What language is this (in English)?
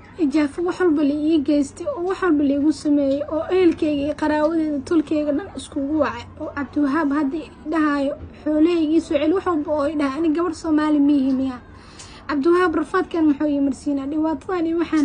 Somali